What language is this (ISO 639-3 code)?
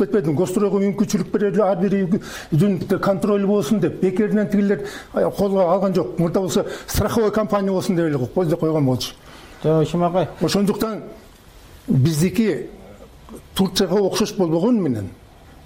kir